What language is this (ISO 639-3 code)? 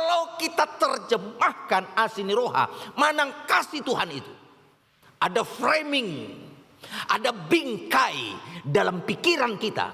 bbc